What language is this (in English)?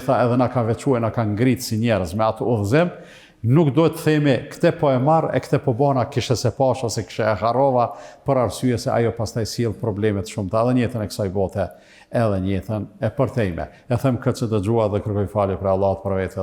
Albanian